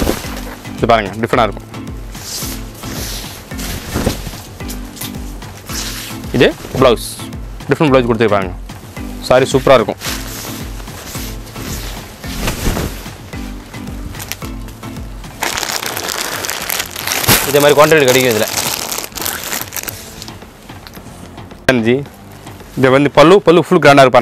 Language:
Tamil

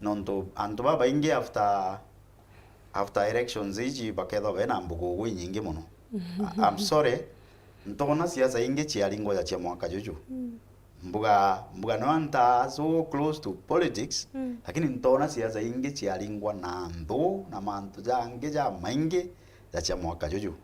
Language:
Meru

